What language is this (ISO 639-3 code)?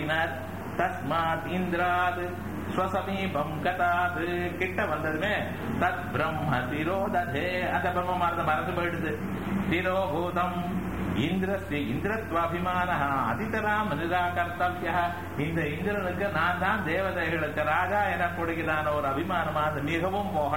tam